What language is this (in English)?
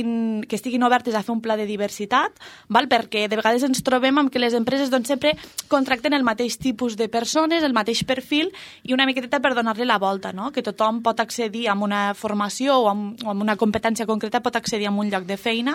Catalan